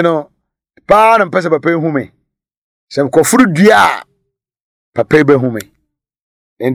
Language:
Akan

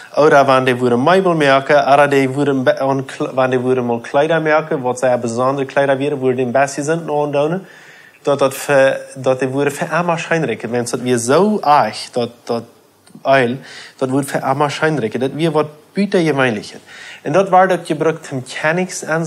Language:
Plautdietsch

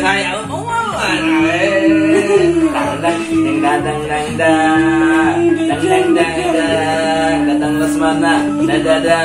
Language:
Banjar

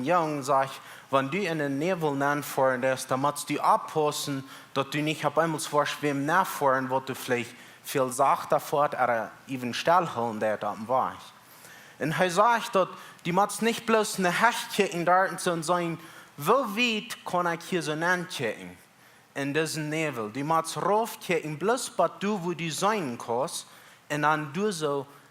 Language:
Plautdietsch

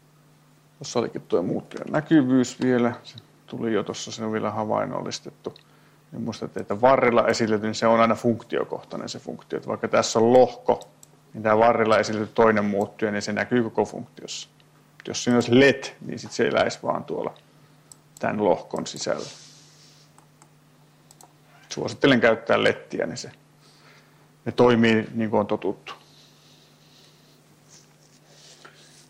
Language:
Finnish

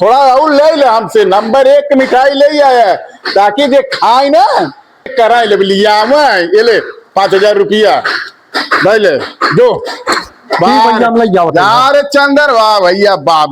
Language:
Awadhi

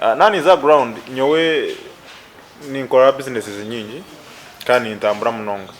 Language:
Nyankole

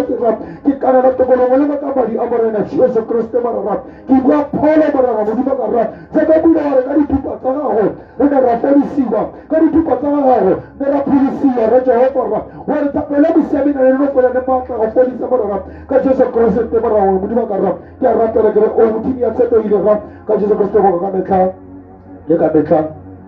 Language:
Tswana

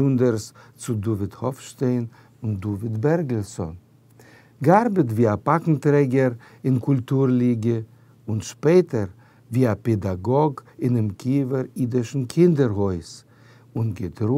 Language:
Yiddish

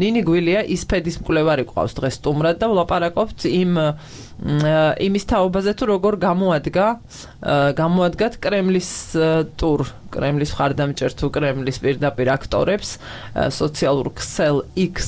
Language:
Georgian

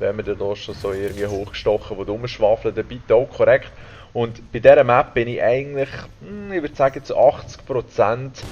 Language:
Swiss German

